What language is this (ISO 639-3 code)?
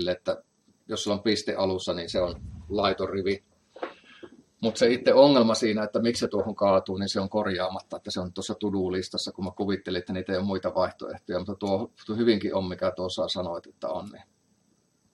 fin